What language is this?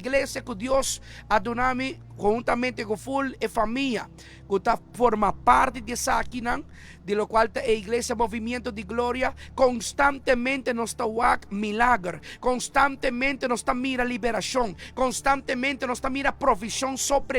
Papiamento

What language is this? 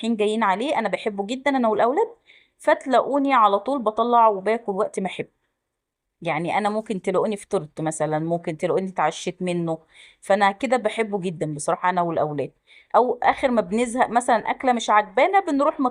Egyptian Arabic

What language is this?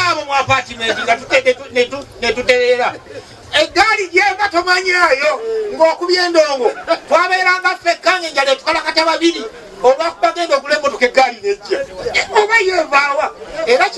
Ganda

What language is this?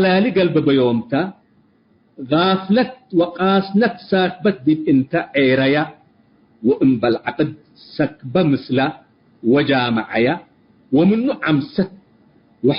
Tigre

